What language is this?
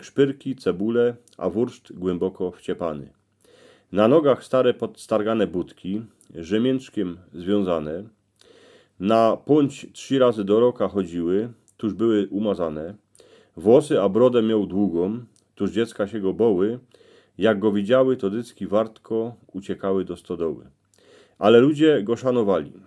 Silesian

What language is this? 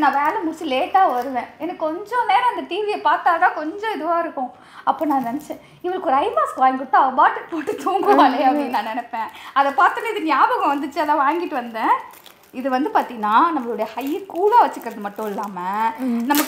Tamil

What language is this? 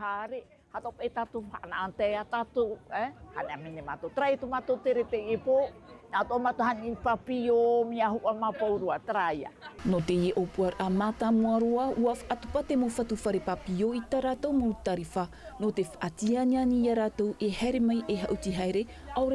Tahitian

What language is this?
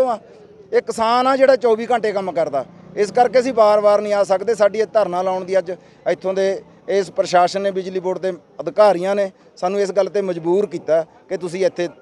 Punjabi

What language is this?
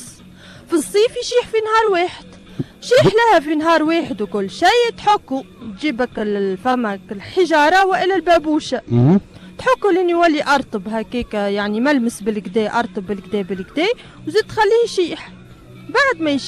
Tunisian Arabic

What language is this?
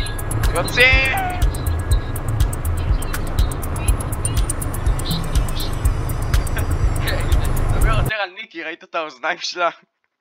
Hebrew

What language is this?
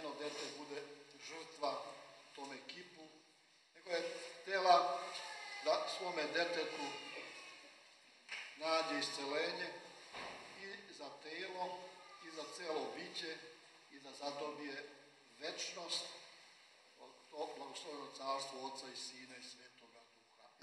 Serbian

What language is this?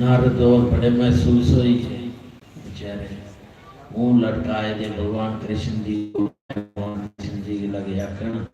Dogri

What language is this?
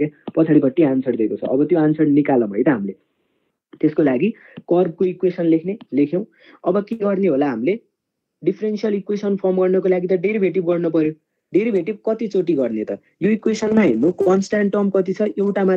Nepali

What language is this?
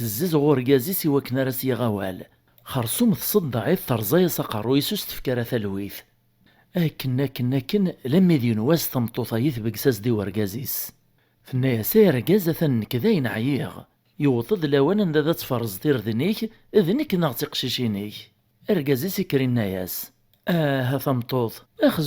Kabyle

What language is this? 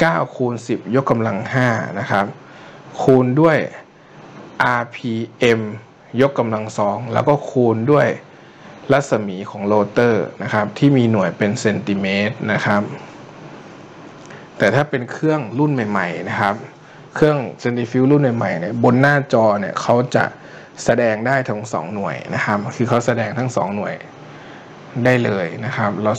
Thai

